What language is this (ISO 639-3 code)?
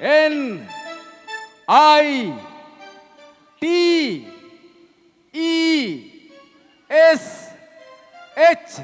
sck